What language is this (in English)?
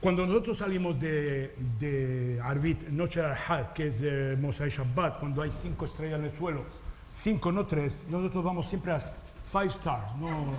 Ladino